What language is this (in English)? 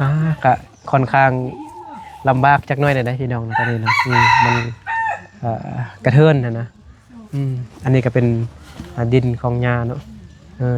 Lao